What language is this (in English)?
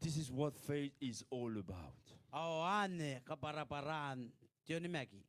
Gilbertese